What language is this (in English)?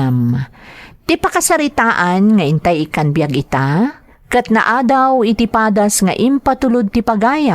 Iloko